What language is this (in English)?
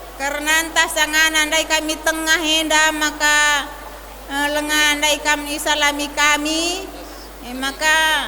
Batak Karo